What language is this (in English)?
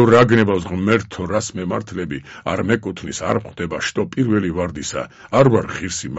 Georgian